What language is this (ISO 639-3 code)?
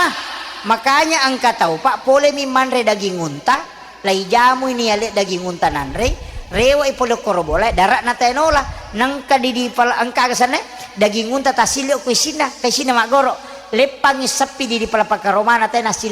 bug